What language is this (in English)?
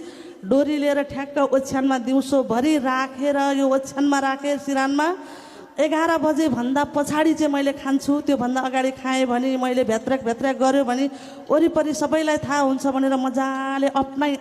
Nepali